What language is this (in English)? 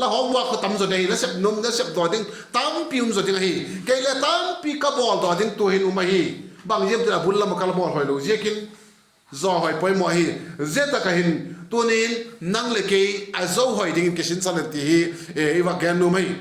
Vaiphei